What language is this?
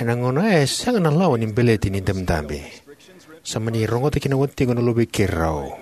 Fijian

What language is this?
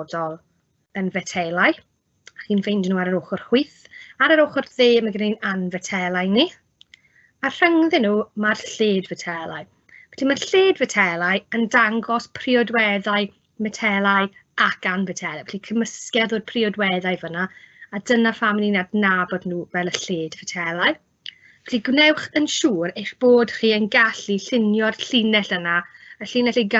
Welsh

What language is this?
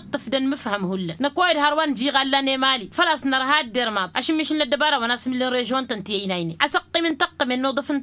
Tamasheq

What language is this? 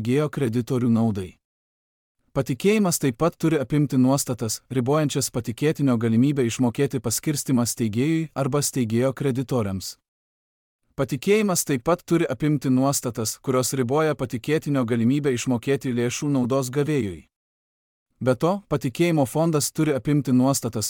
Lithuanian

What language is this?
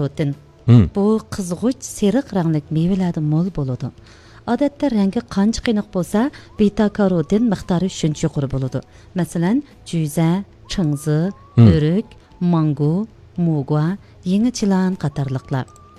Uyghur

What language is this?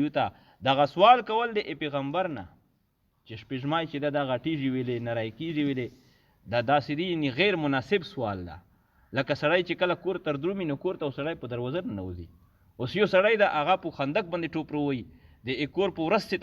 Pashto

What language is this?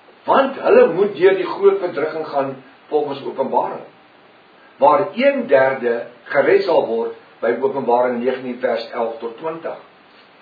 Afrikaans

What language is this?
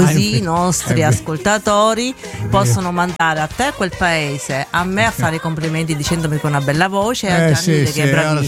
Italian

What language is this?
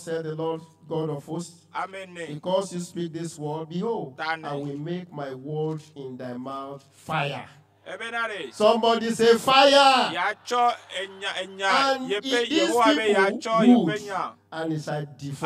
Ewe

